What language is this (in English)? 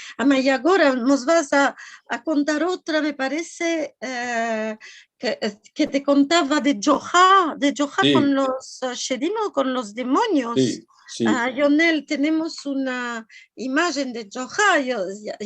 Ladino